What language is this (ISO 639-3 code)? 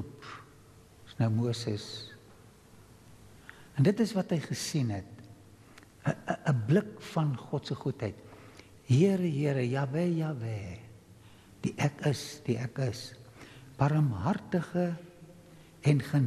afr